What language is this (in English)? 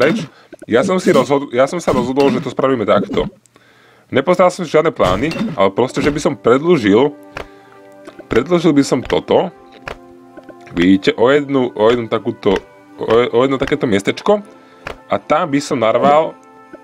Slovak